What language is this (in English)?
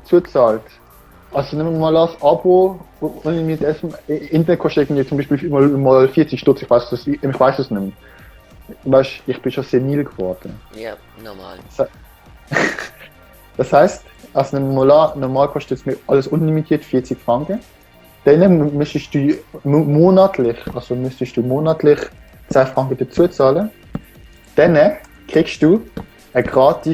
Swiss German